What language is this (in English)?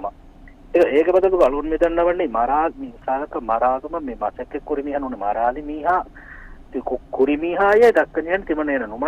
Divehi